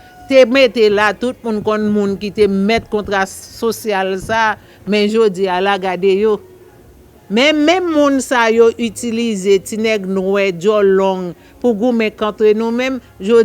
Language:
Haitian Creole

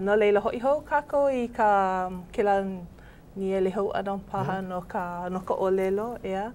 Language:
Hawaiian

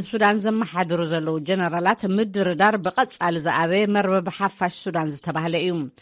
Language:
Tigrinya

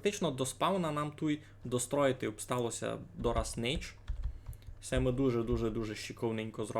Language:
Rusyn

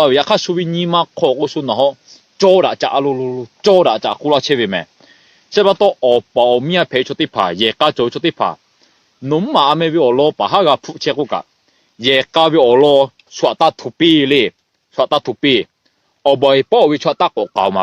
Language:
Lahu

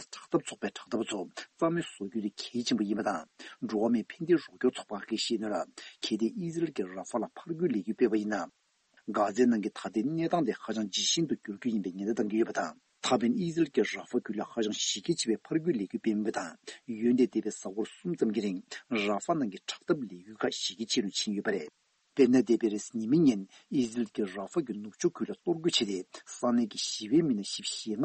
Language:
Tibetan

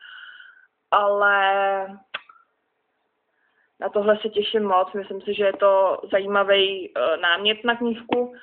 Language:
Czech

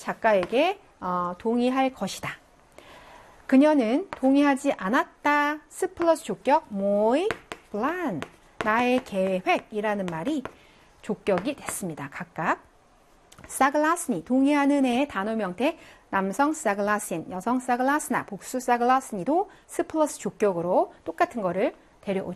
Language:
Korean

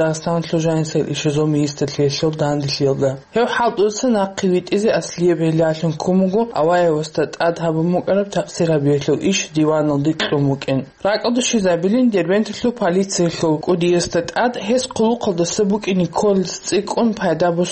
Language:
Avaric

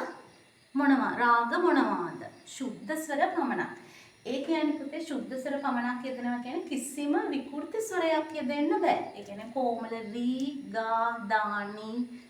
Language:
Sinhala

